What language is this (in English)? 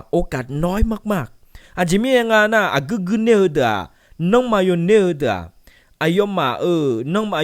Akha